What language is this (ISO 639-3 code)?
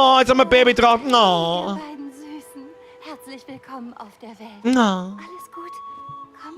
bar